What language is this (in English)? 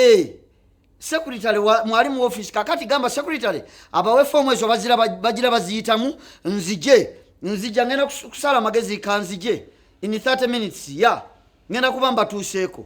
Ganda